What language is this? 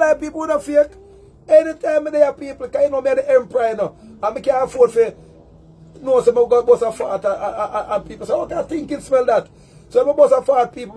Jamaican Creole English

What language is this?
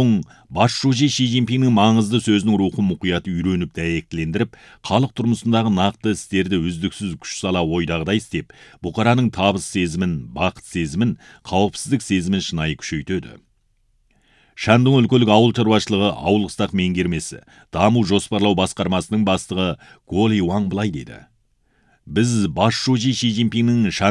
Kazakh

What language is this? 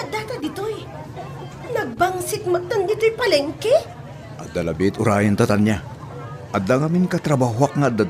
Iloko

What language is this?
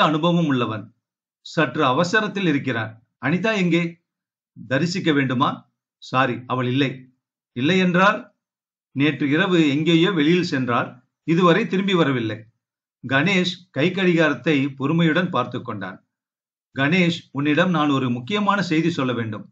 Tamil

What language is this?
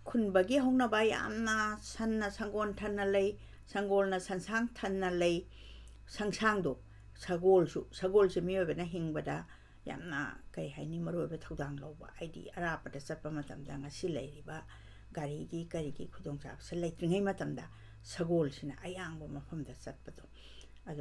Manipuri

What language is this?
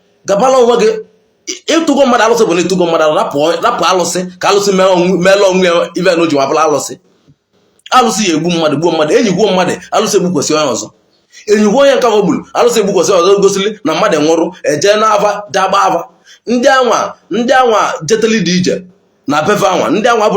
Igbo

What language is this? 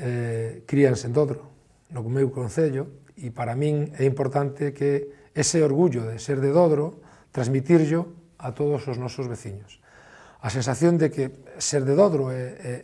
Galician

